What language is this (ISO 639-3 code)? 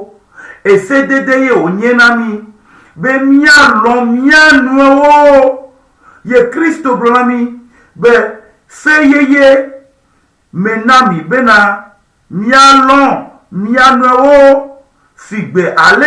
ewe